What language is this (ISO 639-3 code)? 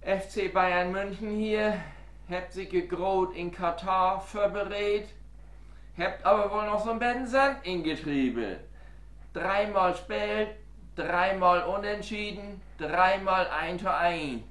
nds